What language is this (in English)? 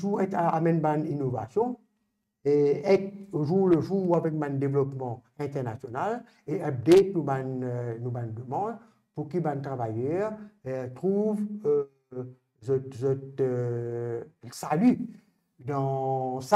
Morisyen